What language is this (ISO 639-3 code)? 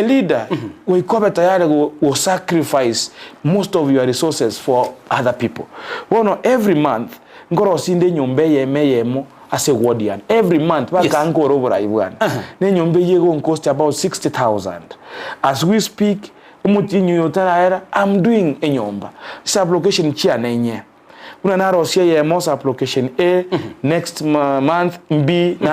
guz